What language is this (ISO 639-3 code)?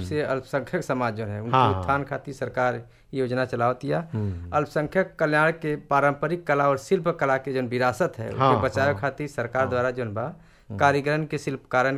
bho